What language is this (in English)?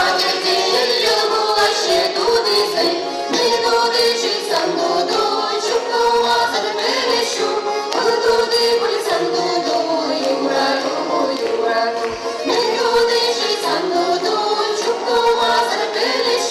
Chuvash